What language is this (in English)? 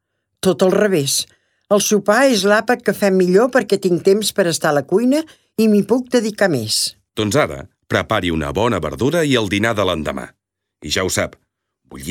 Catalan